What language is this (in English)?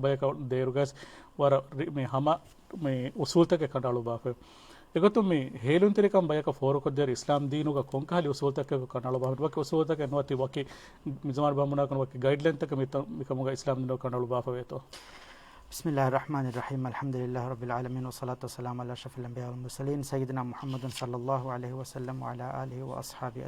Divehi